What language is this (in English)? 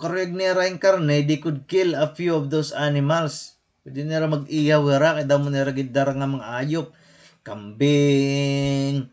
Waray